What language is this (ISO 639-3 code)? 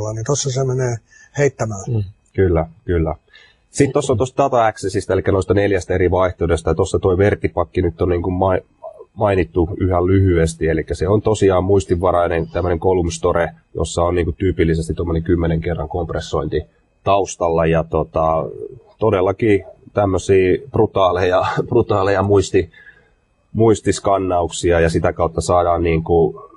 fin